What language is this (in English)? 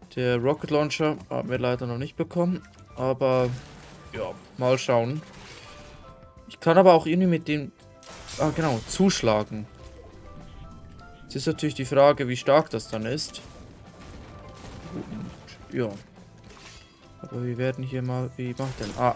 German